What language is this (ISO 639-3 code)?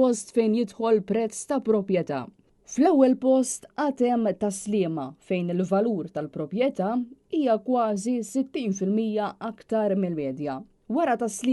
mlt